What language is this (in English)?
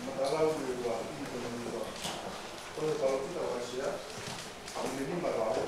Tongan